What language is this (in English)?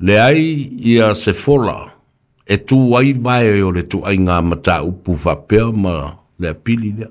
Samoan